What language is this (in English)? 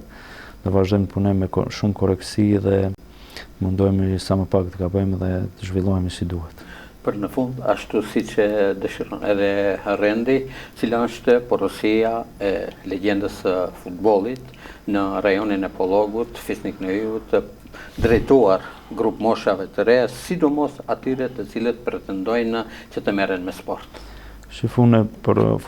Albanian